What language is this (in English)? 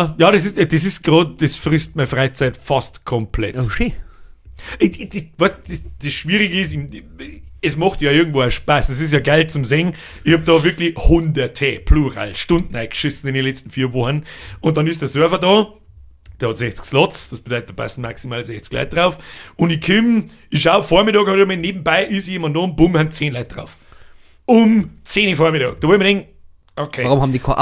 Bavarian